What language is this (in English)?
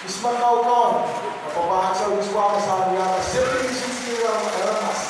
Pohnpeian